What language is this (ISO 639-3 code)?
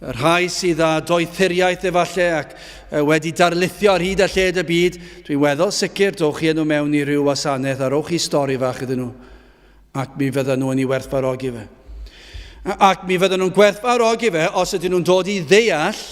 cym